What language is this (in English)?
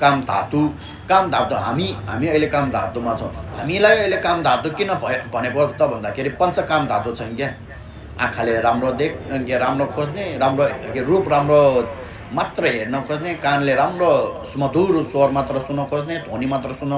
Nepali